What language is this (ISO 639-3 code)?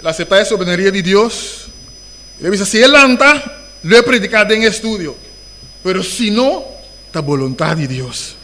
pap